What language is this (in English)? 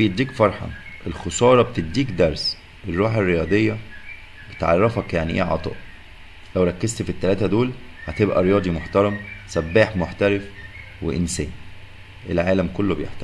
Egyptian Arabic